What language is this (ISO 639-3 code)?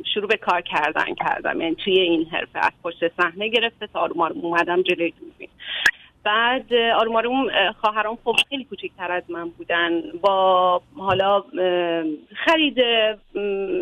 fas